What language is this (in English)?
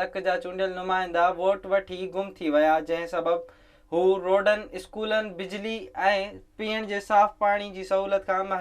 Sindhi